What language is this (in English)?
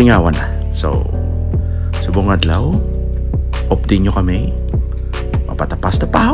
Hiligaynon